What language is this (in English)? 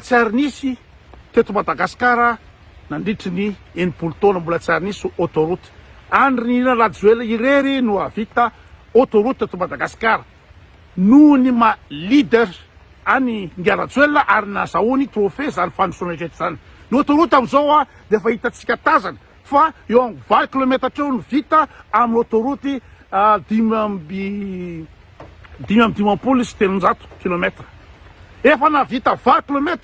Malagasy